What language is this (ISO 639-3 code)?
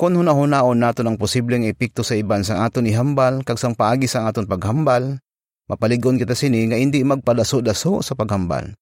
hil